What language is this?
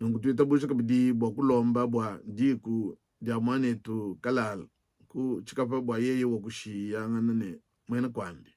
Luba-Lulua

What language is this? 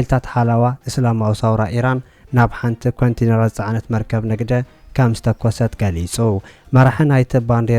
Tigrinya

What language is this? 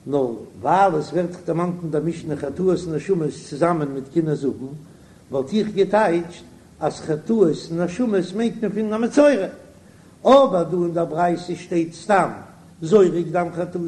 Yiddish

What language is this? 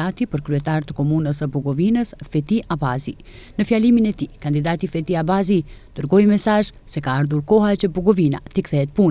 Albanian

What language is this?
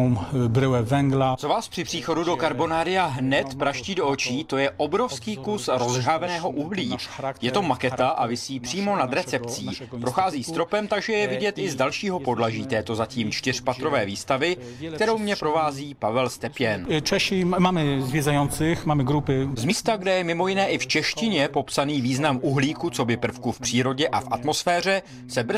Czech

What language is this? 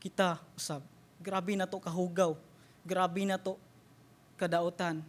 Cebuano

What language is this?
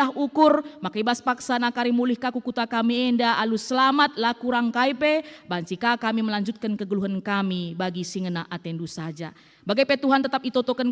Batak Karo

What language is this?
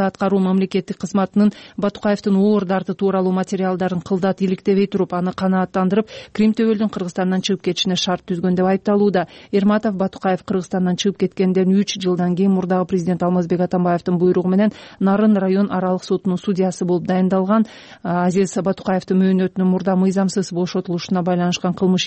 Kyrgyz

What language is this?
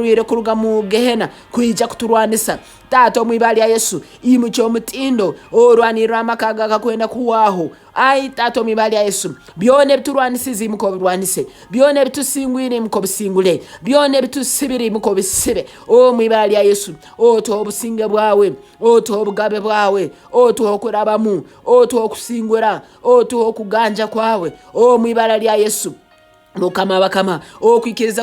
Nyoro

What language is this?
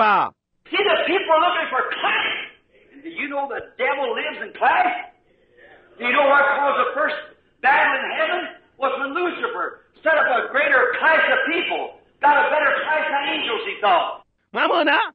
Bemba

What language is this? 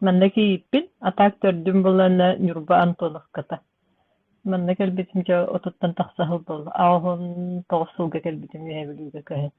Yakut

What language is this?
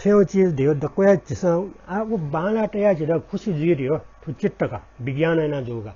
Newari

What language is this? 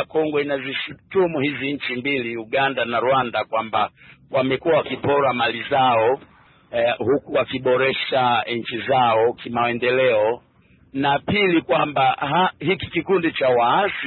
Swahili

